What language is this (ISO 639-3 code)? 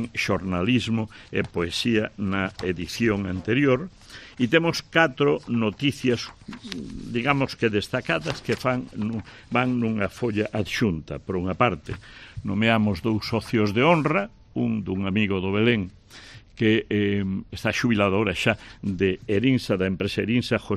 glg